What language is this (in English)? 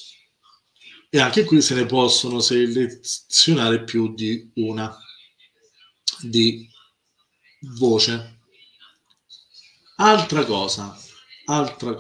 Italian